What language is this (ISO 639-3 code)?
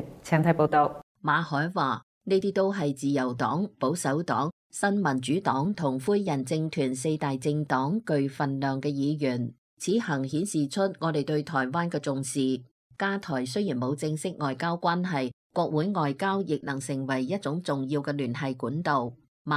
yue